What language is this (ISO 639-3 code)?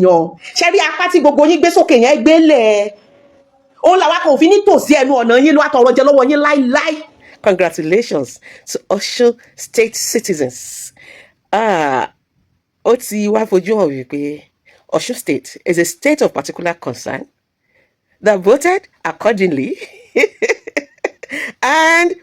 yor